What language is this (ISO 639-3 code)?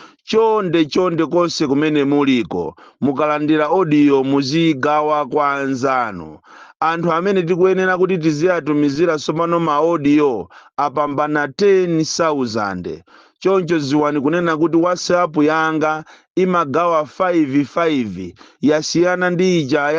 nya